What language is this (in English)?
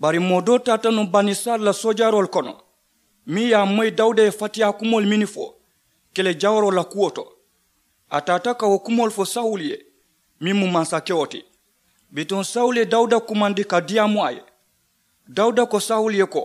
Mandingo